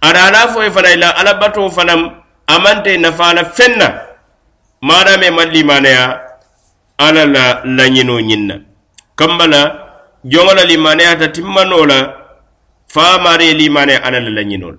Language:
Mandingo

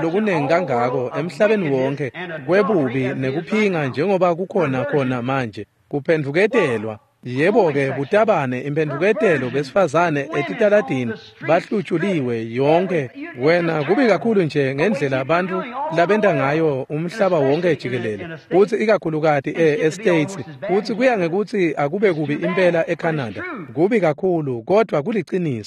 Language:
Swati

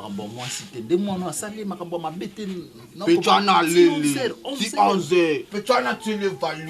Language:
Lingala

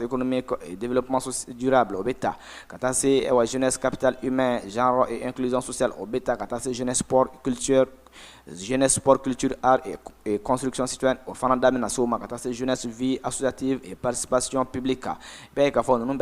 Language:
Bambara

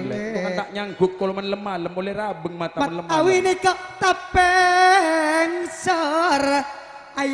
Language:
Madurese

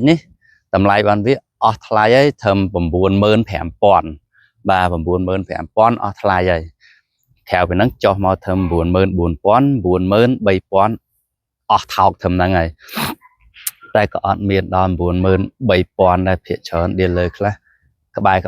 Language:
Khmer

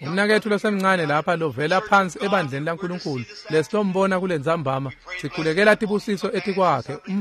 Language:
Swati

